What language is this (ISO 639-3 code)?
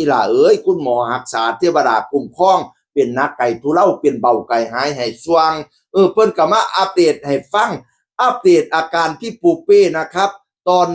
tts